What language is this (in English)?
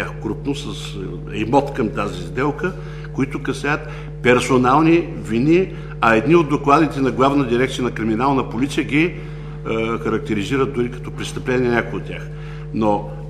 Bulgarian